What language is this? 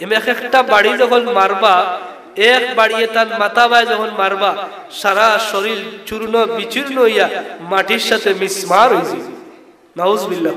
Sylheti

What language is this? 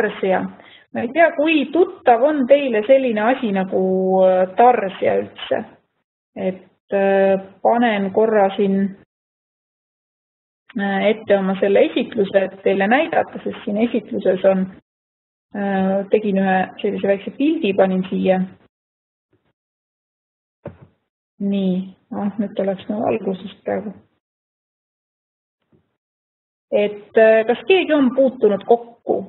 Estonian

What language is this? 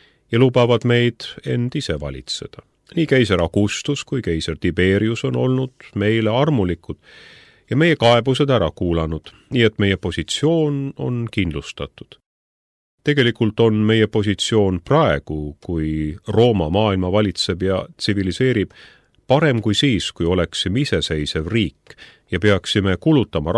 Estonian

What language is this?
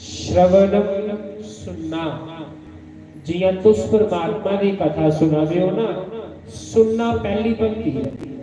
Dogri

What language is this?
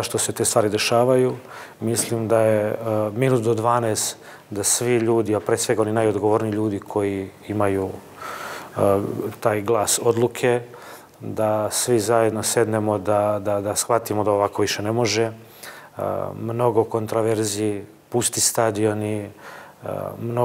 Serbian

